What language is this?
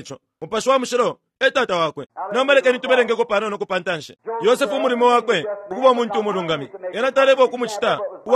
Bemba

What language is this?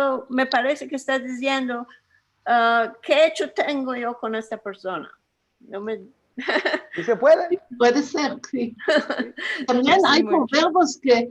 Ladino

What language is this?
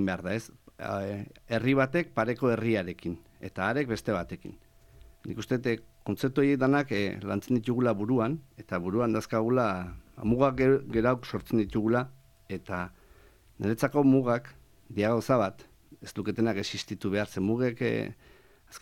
Basque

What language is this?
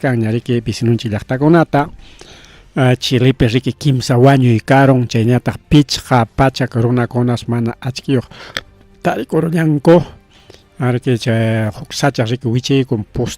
Ayacucho Quechua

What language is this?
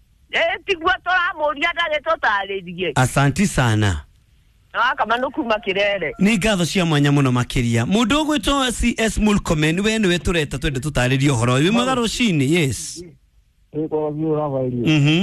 Kikuyu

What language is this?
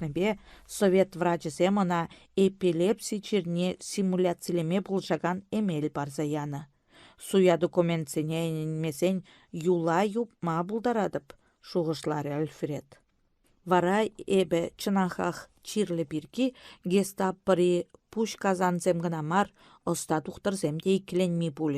Chuvash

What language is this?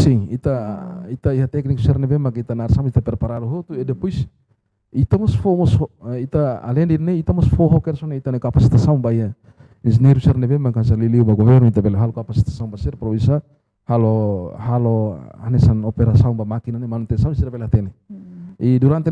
Tetum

